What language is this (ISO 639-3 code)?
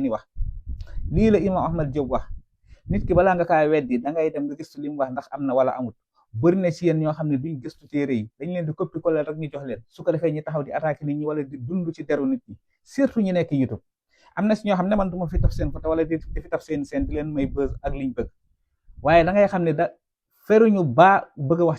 wol